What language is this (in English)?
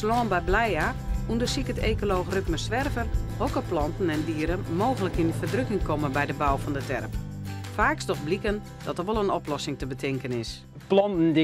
Western Frisian